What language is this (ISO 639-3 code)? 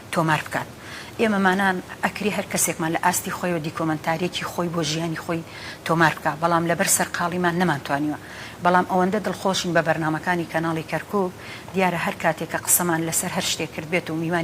ckb